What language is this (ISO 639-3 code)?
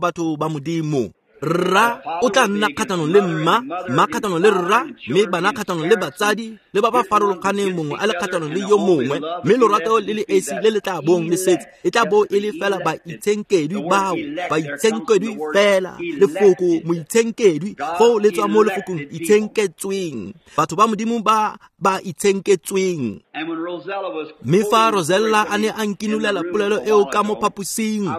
tsn